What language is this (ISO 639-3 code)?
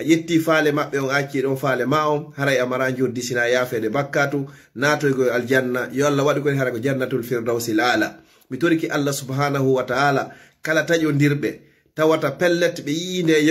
ful